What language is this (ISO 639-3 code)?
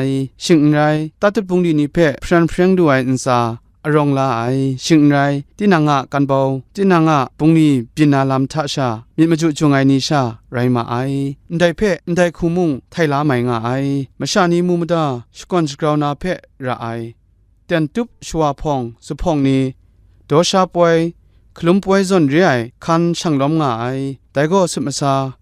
kac